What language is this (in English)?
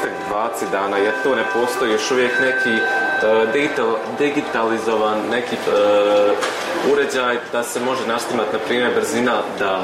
Bosnian